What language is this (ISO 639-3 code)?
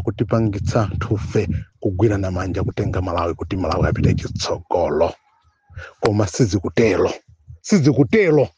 nya